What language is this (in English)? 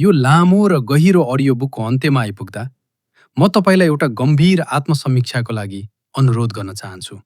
Nepali